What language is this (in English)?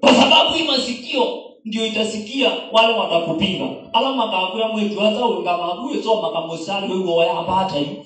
Swahili